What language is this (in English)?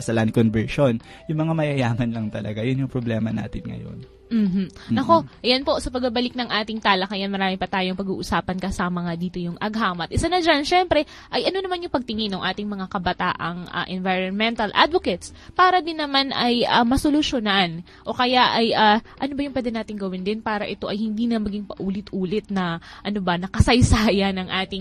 Filipino